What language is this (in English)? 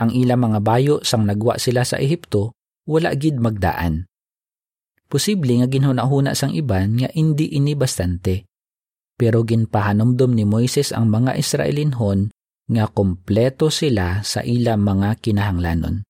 Hiligaynon